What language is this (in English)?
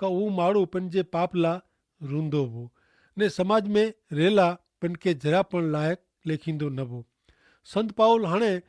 Kachhi